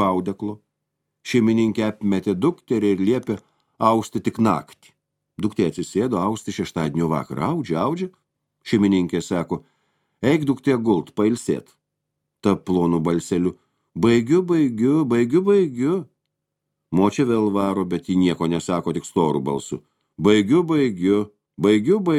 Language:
Lithuanian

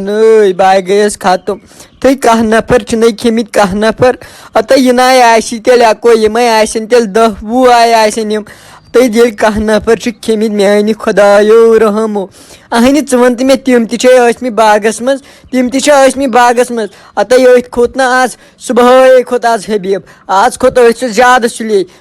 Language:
Kashmiri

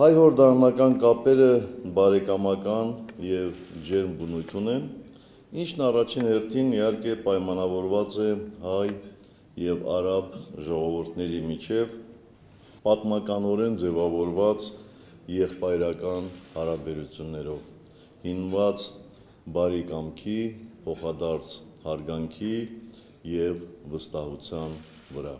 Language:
Armenian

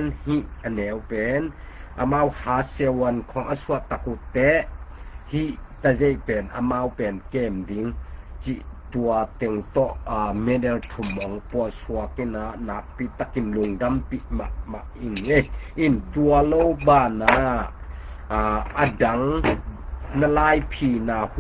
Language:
Tedim Chin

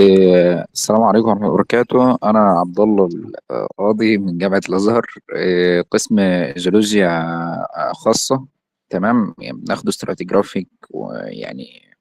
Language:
Egyptian Arabic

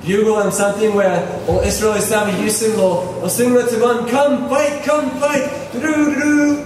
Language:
Tok Pisin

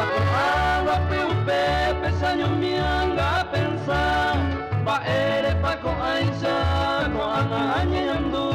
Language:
Guarani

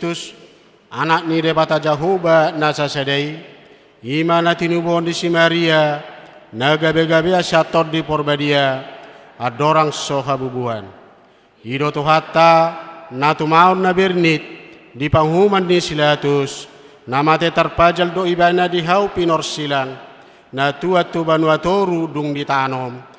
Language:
Batak Toba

